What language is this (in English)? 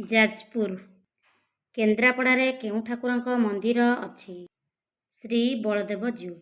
Odia